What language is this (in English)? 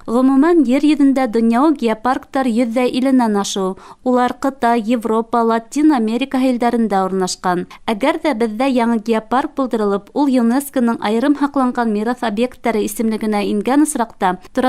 Bashkir